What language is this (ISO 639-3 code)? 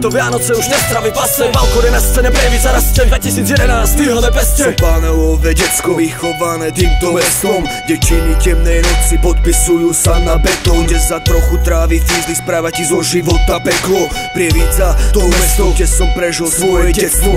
slk